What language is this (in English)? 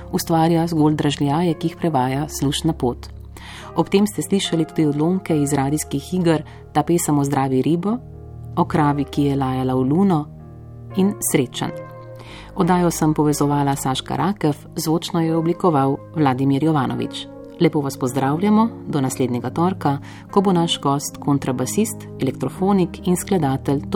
Slovenian